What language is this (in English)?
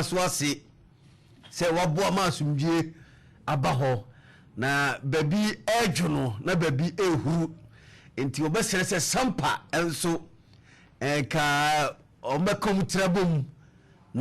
Akan